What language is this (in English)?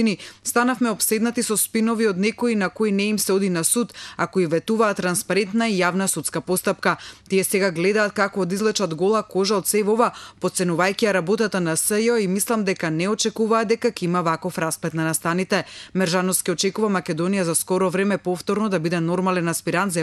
Macedonian